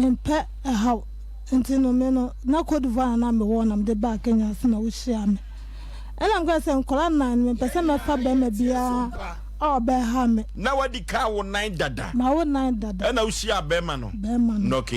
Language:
Akan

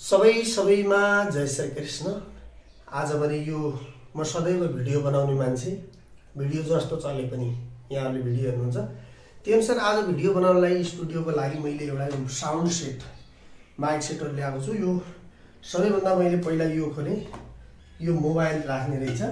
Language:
Nepali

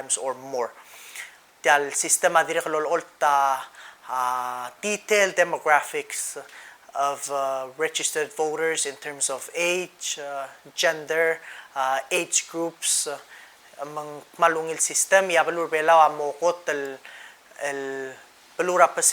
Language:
Palauan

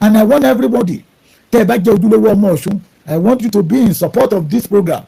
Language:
Yoruba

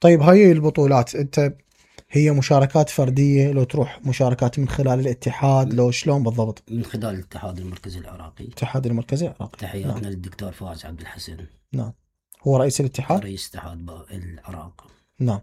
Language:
Mesopotamian Arabic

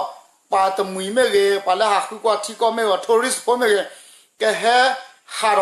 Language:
S'gaw Karen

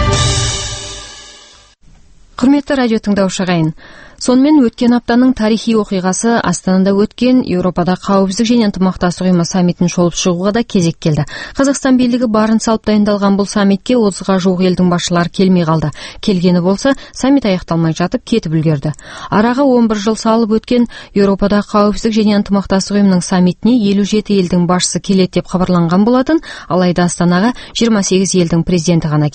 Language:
Kazakh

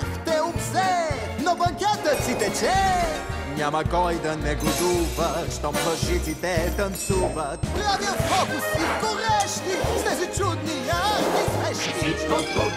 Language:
Bulgarian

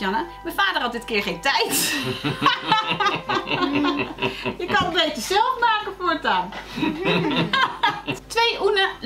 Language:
Dutch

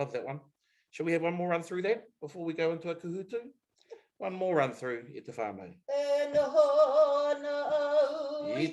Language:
Māori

